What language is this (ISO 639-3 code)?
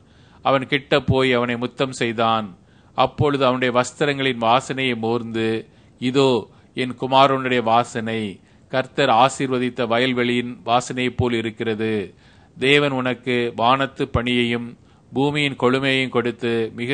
tam